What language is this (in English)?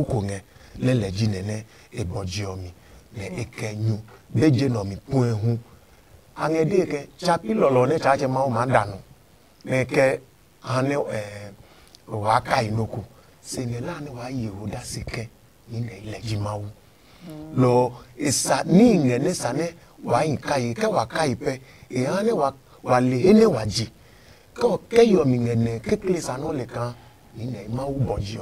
Adangme